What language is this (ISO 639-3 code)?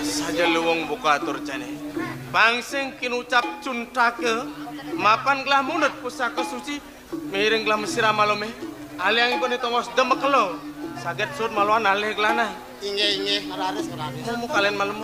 ban